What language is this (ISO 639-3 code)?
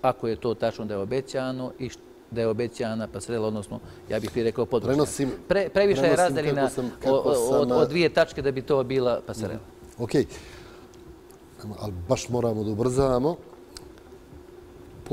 bos